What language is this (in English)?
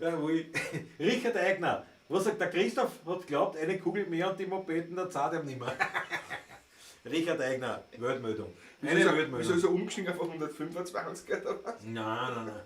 Bavarian